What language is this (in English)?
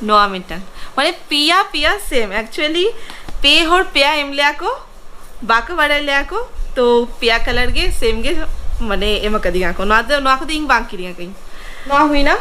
Santali